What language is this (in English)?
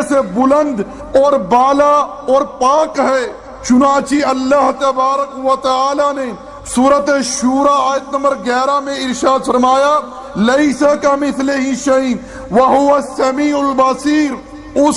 Urdu